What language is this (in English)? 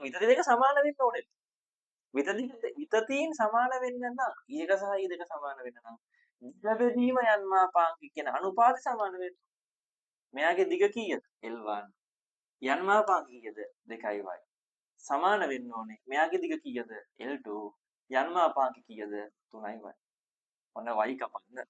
Sinhala